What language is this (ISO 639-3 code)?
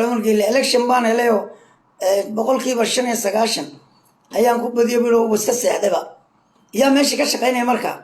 som